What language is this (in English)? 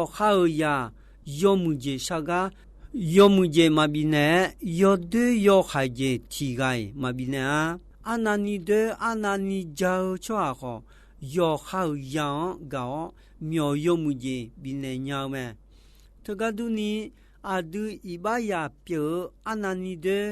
Akha